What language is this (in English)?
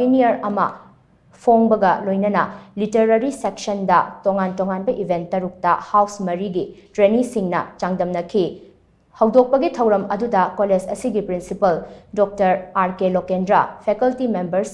Manipuri